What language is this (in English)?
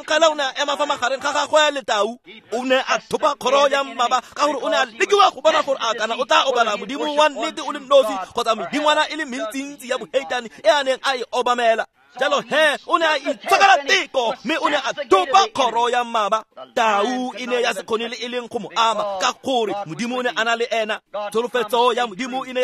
Tswana